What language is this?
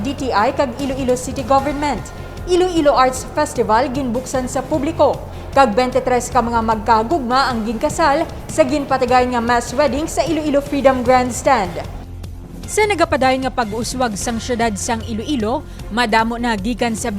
Hiligaynon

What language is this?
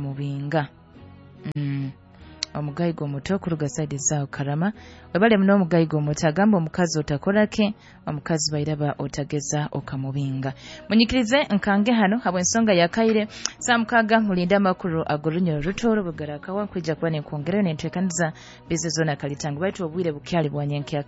Nyoro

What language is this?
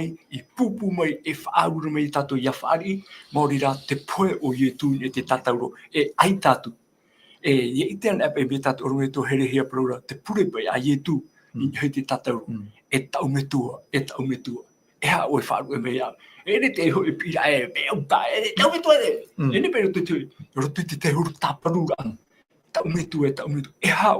Tahitian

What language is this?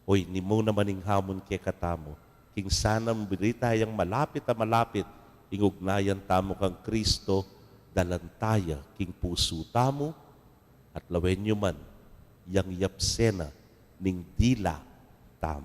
Pampanga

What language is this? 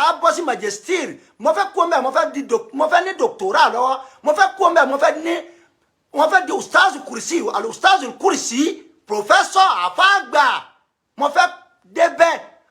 Yoruba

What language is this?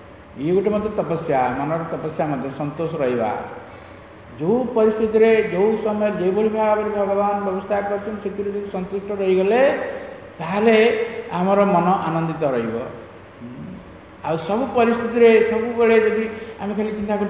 Odia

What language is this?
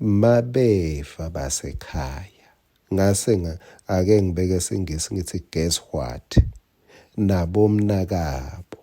Swati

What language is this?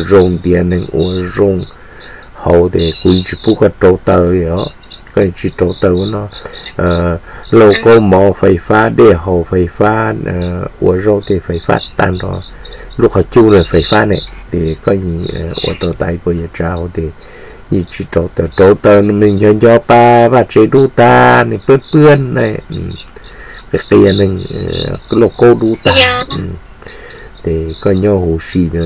Vietnamese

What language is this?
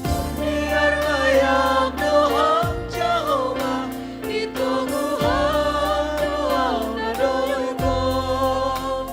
Batak Simalungun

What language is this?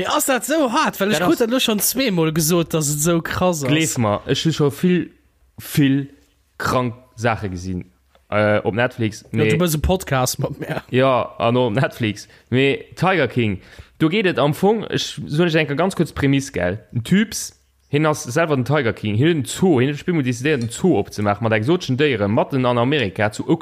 Luxembourgish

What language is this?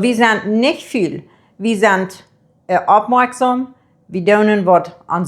Plautdietsch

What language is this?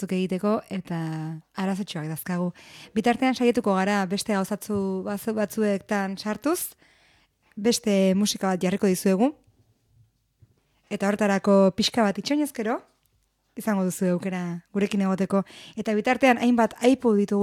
Basque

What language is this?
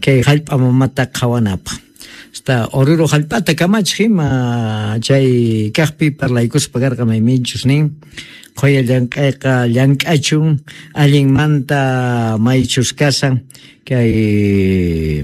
South Bolivian Quechua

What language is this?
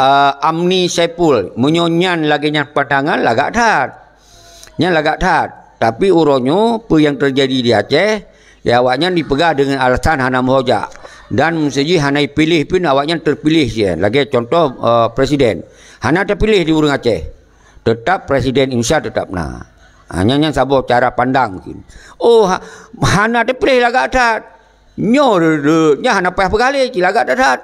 Achinese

